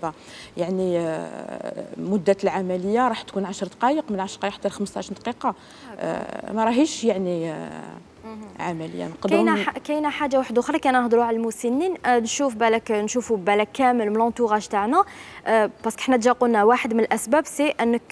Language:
Algerian Arabic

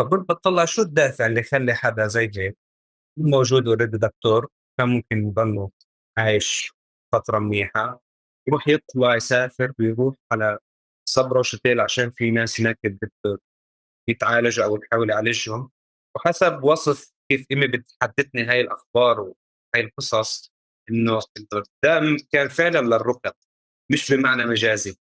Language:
North Levantine Arabic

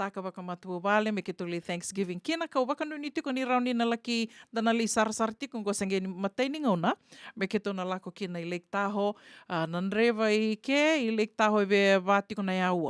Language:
Fijian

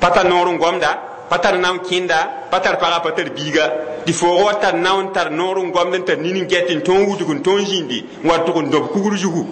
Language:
Mossi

